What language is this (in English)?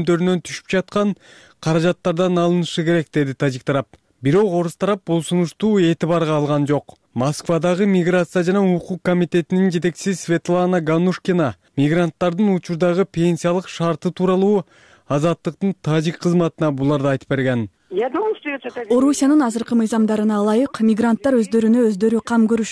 Kyrgyz